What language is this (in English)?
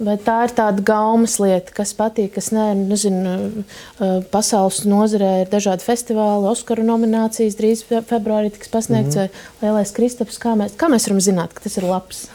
Latvian